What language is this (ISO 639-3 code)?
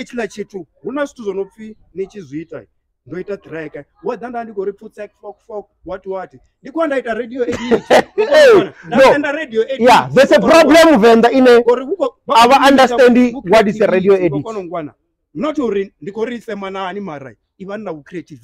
ven